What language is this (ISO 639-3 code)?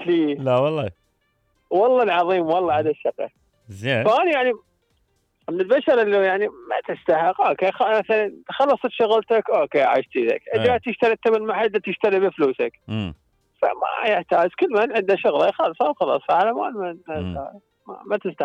acm